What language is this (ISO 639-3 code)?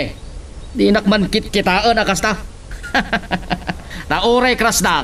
ilo